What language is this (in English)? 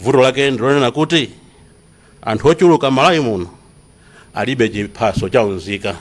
Nyanja